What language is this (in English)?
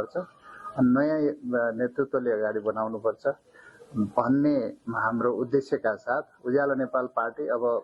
Nepali